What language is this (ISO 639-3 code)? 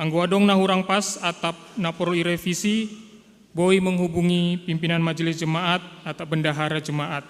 bts